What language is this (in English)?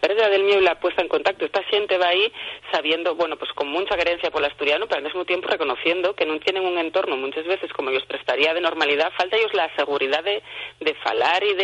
Asturian